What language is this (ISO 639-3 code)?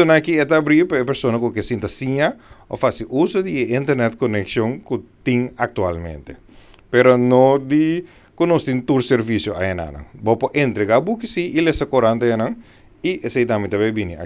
pap